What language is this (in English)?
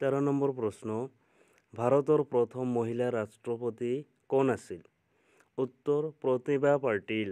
Assamese